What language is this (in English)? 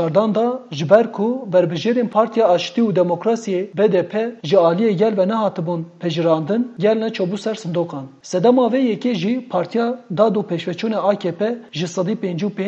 Kurdish